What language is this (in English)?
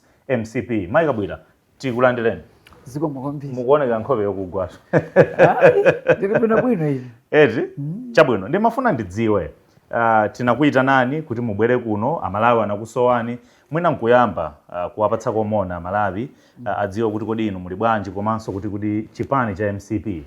Nyanja